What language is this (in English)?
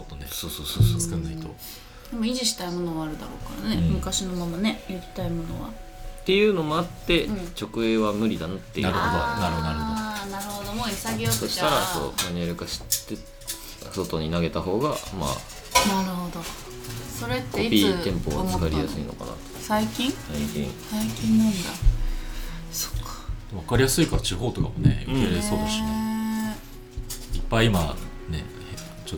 Japanese